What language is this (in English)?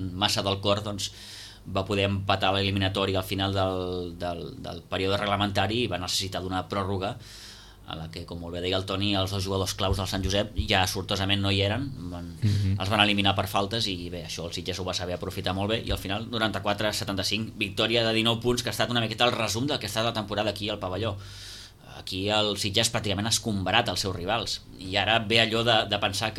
Catalan